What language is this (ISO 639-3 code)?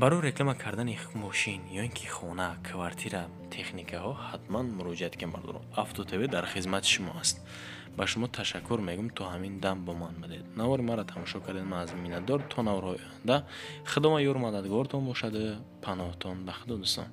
tgk